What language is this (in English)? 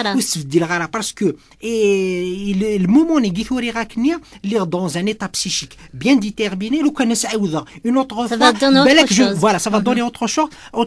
Kabyle